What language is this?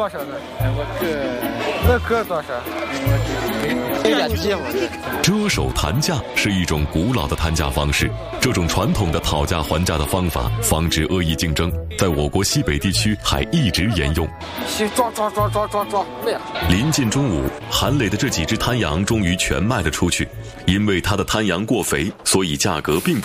Chinese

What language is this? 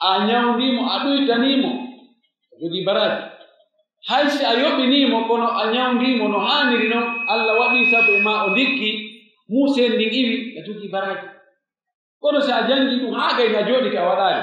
Pular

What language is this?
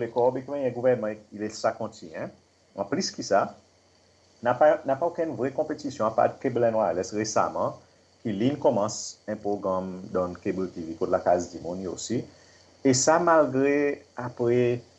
Seselwa Creole French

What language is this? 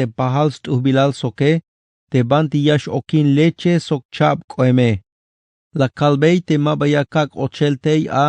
Tzeltal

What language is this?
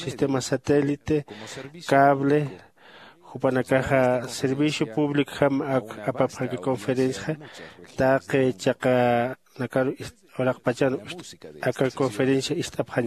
Aymara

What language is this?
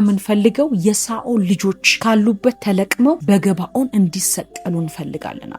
Amharic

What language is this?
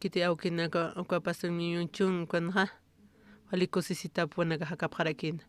Aymara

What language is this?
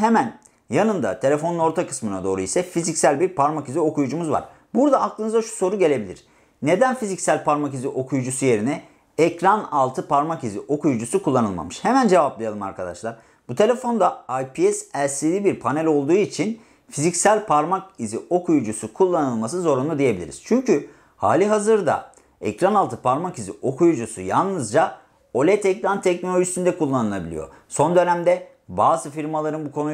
Turkish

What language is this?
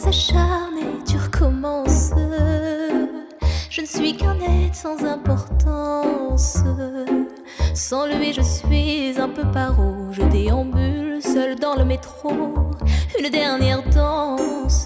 French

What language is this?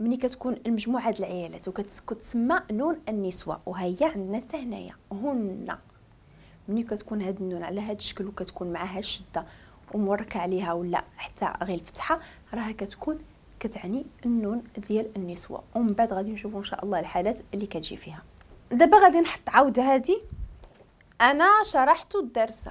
Moroccan Arabic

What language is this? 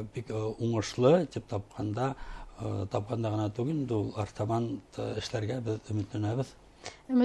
Bashkir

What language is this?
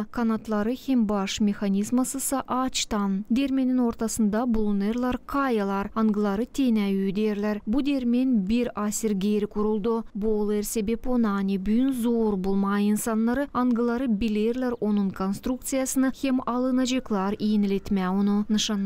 Gagauz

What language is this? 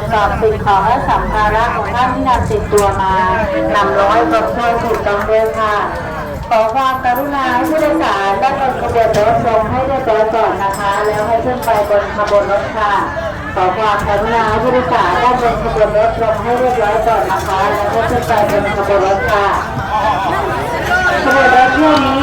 Lao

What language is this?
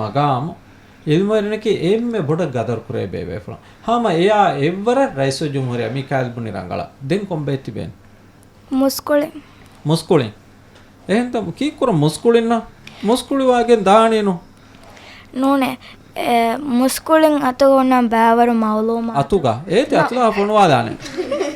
Divehi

